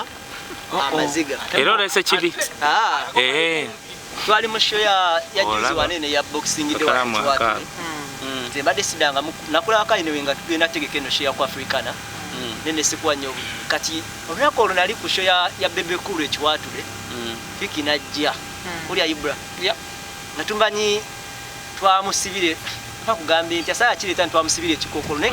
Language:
Ganda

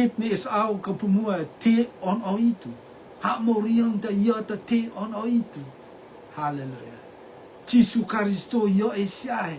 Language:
Rotuman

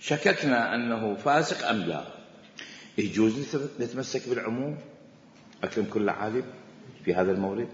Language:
Mesopotamian Arabic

